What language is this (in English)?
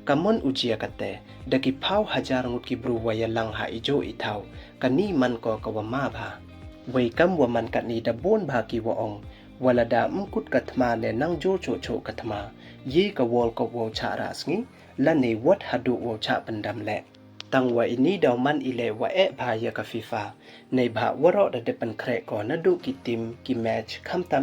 Pnar